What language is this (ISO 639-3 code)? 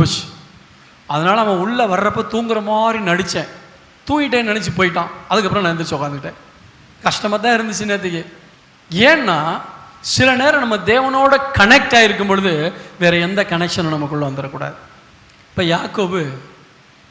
tam